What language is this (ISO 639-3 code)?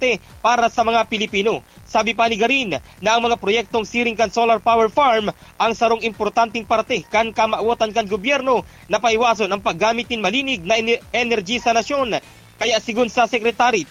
bik